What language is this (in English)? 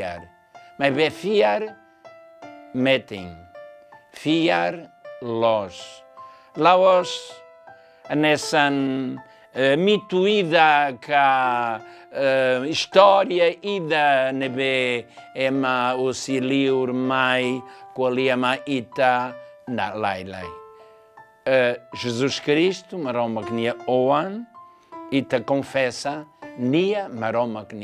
Tetum